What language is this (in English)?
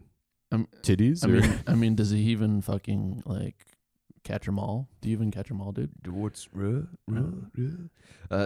English